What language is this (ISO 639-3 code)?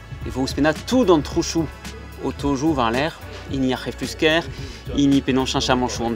bre